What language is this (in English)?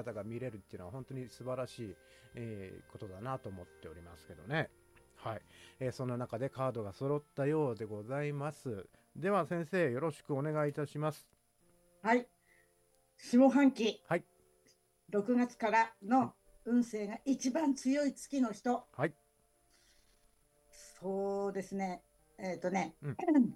Japanese